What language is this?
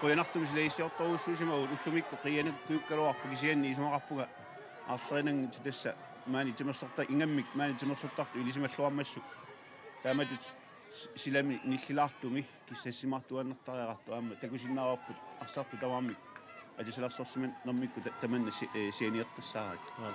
Kalaallisut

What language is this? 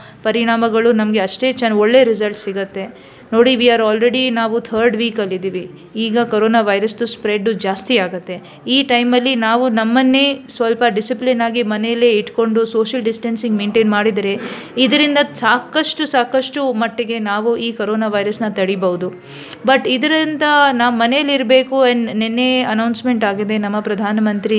Kannada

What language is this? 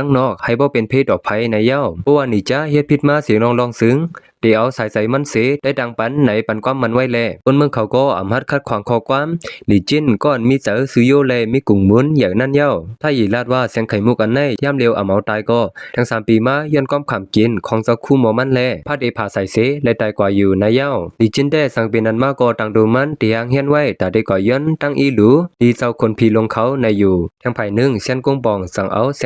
Shan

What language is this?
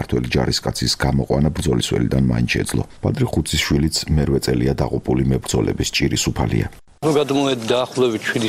Georgian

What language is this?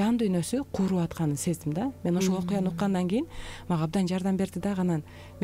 Kyrgyz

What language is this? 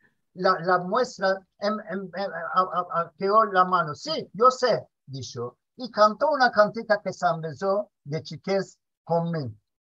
Ladino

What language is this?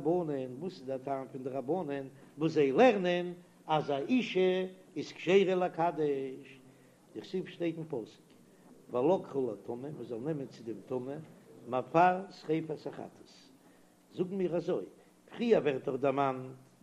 Yiddish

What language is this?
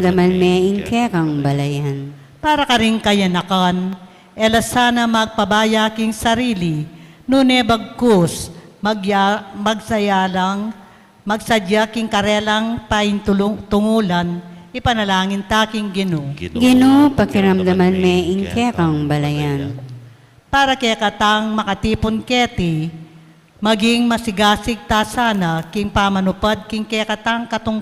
Pampanga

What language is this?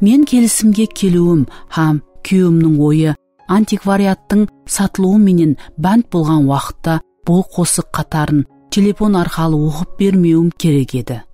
Kara-Kalpak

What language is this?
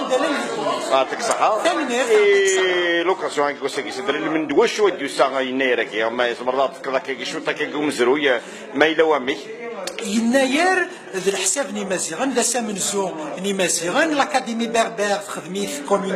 Kabyle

